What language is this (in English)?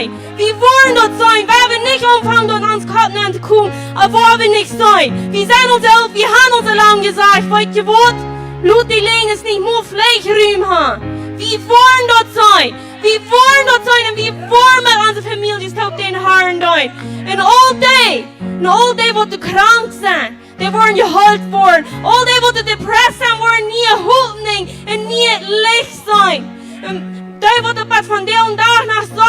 Plautdietsch